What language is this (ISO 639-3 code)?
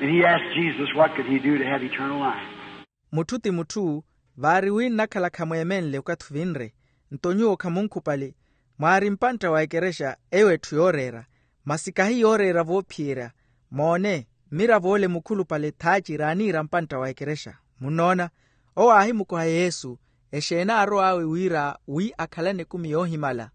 vmw